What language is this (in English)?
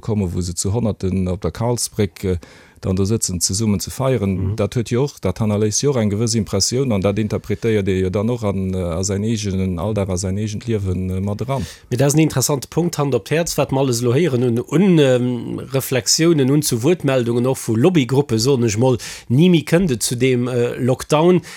Luxembourgish